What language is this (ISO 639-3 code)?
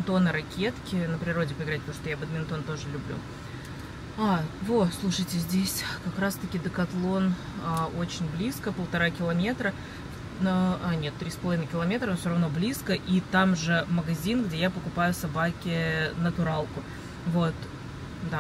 rus